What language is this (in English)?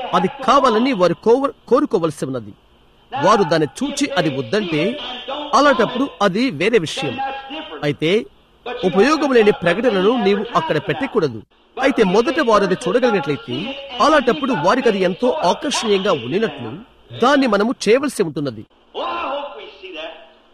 Telugu